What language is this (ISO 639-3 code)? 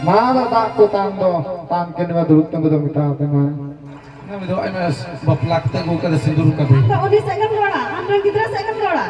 sat